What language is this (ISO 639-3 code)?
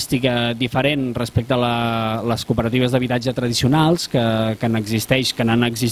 cat